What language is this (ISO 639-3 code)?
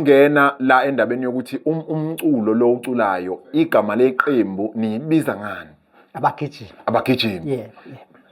zul